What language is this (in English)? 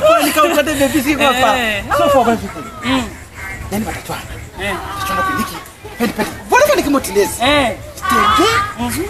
Lozi